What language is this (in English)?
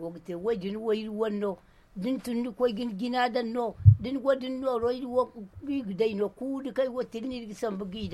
Zarma